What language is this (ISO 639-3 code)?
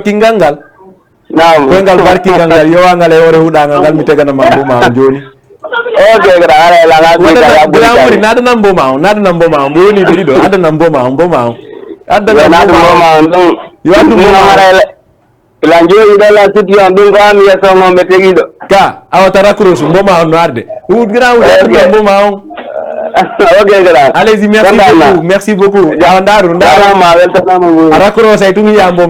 ful